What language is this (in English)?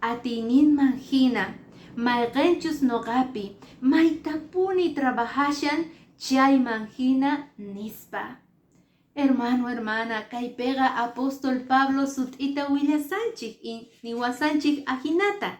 Quechua